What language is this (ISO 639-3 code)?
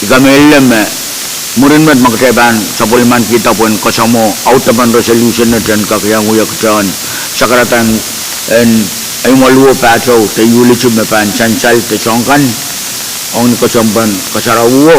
pon